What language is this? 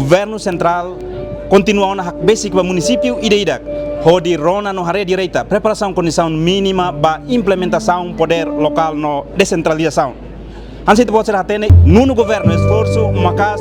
Tetum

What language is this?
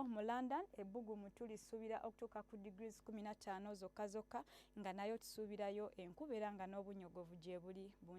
Ganda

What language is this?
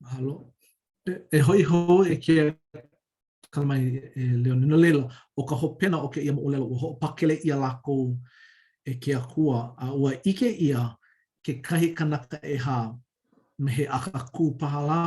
Hawaiian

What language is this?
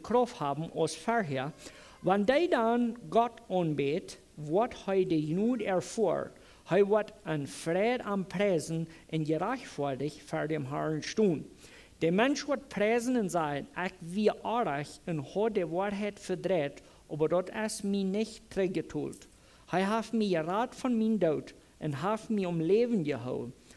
Plautdietsch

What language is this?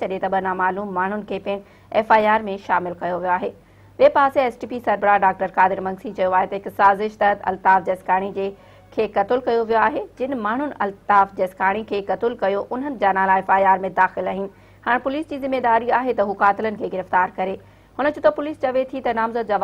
Sindhi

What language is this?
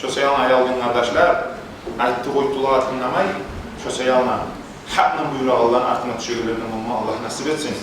Kumyk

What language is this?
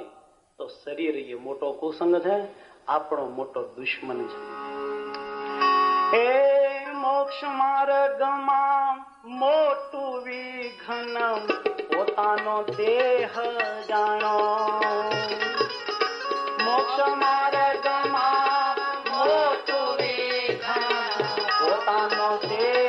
Gujarati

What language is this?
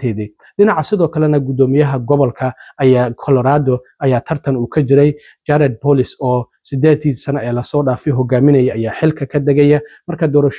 Somali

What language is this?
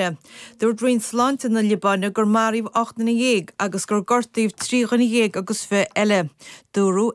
Irish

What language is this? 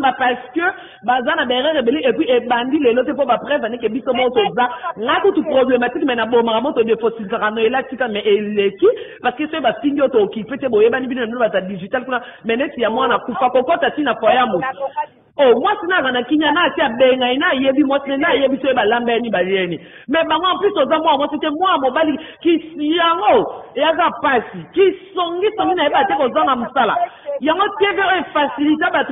Lingala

